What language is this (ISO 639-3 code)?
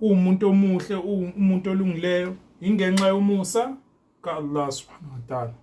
zul